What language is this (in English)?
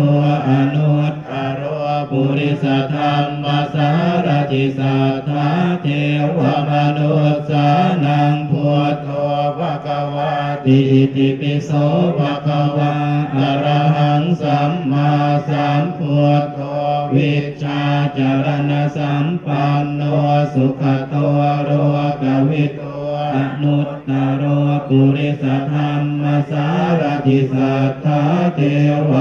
Pali